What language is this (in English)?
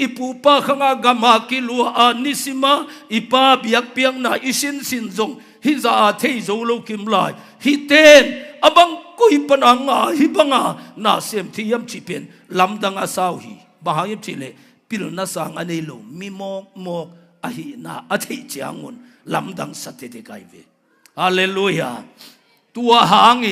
Tedim Chin